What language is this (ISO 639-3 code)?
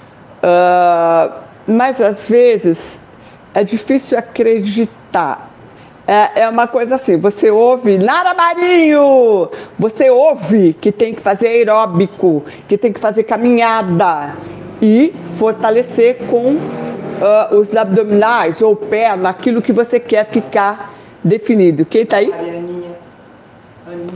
por